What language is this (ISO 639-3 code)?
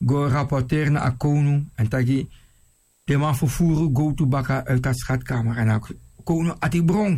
srn